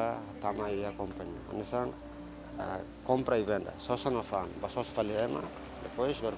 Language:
Tetum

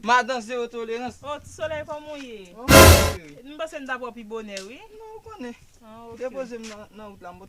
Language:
Haitian Creole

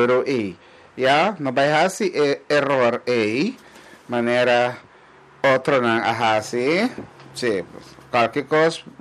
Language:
Papiamento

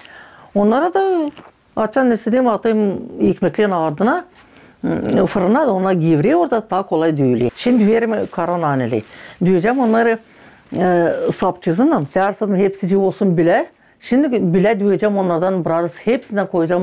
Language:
Gagauz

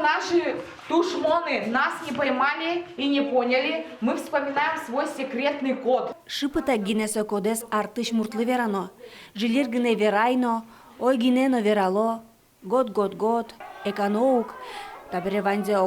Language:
Udmurt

